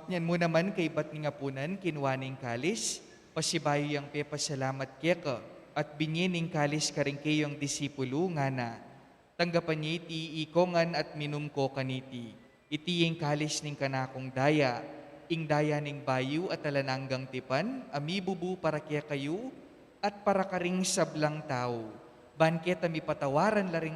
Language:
Pampanga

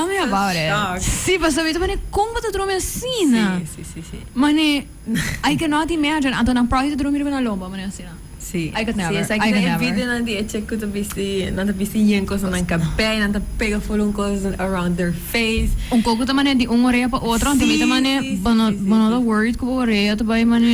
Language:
Papiamento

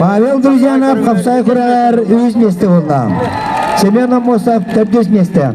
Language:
Yakut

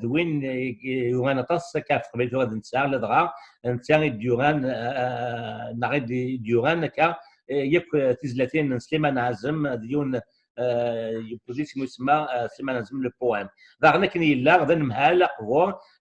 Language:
Kabyle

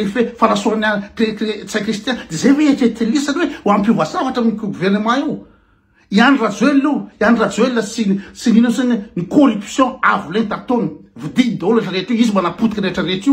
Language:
Malagasy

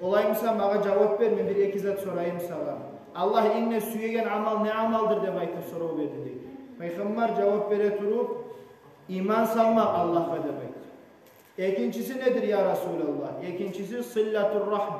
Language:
Kumyk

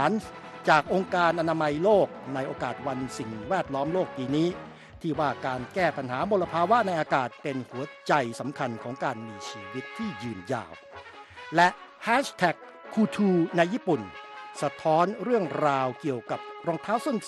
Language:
Thai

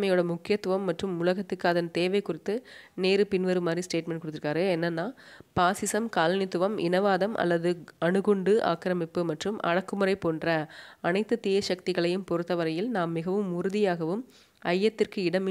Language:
Tamil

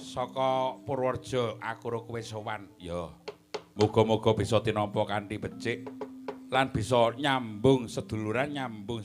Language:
Javanese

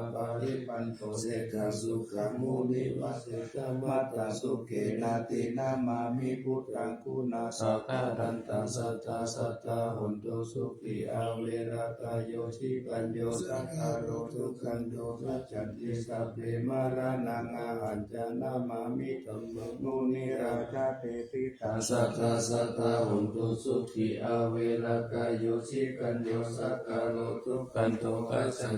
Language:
Pali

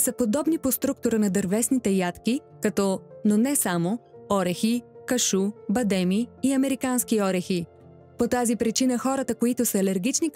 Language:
Bulgarian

